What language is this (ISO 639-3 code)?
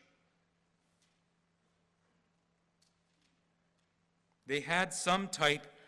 eng